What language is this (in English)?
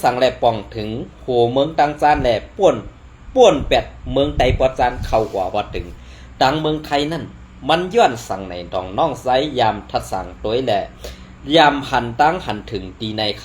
Shan